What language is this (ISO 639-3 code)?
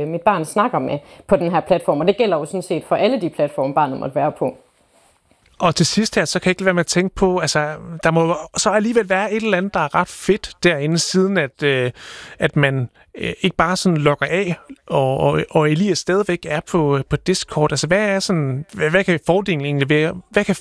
dan